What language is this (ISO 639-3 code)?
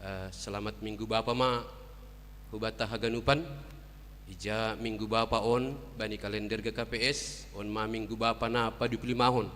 bts